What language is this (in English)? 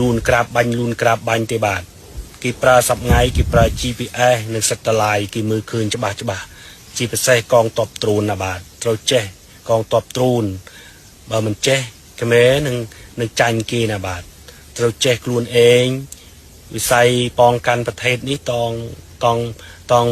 Khmer